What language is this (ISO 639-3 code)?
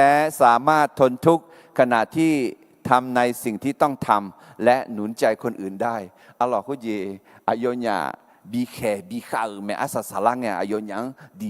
ahk